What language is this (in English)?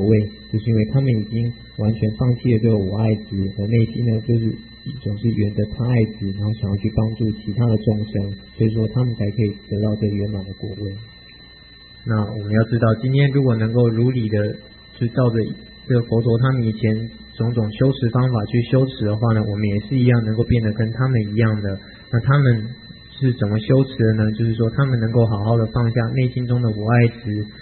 Chinese